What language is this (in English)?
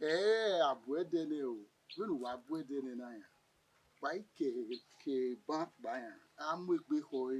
Bini